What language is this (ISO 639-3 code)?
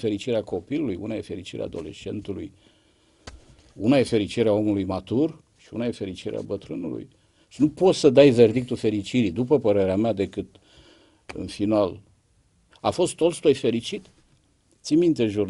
ron